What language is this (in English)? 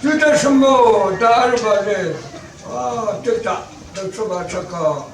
Yimchungru Naga